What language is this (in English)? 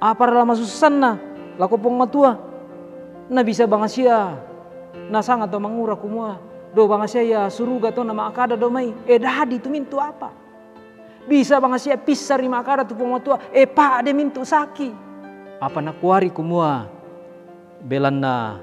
Toraja-Sa'dan